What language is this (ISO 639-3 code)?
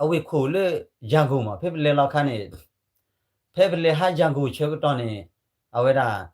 ksw